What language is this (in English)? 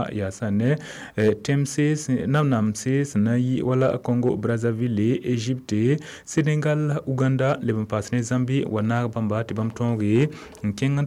Mossi